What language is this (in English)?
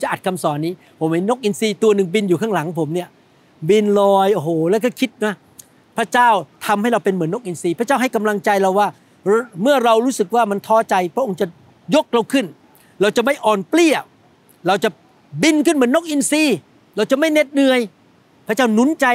Thai